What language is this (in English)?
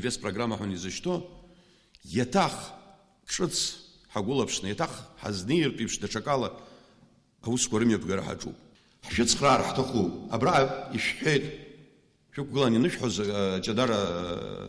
Abkhazian